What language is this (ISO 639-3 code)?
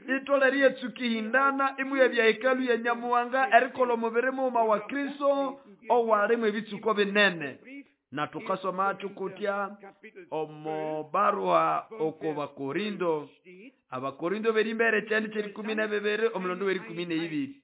nnb